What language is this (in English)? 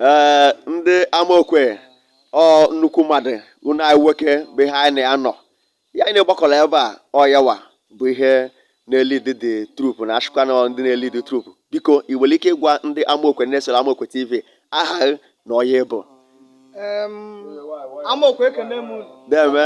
Igbo